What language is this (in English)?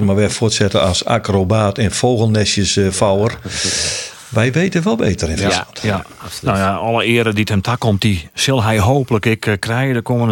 Western Frisian